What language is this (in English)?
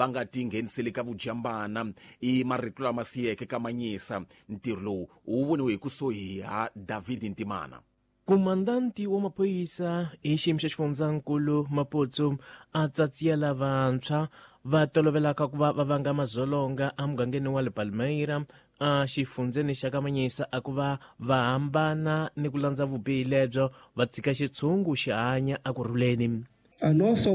Tsonga